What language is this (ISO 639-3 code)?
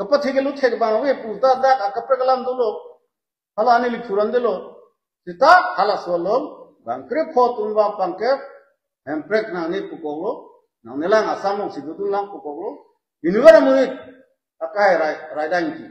mjw